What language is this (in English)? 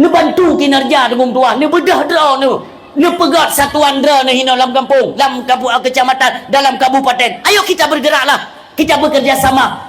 Achinese